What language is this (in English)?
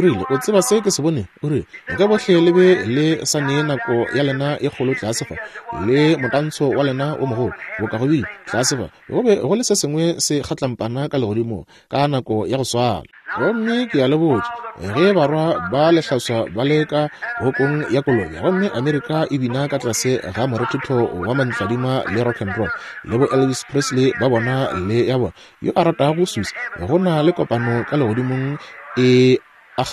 Northern Sotho